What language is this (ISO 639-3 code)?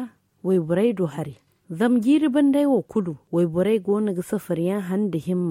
dje